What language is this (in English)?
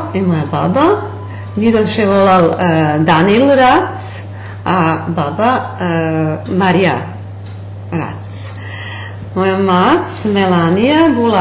Rusyn